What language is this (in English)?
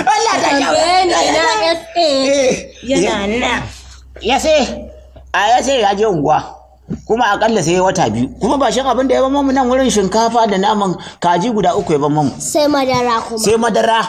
Hausa